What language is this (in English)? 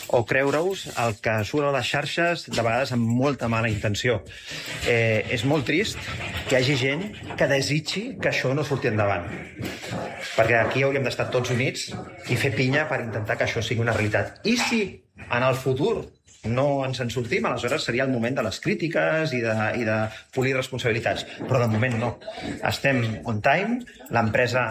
Catalan